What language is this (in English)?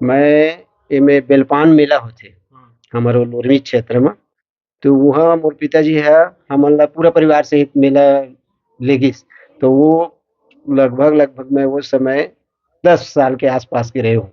Chhattisgarhi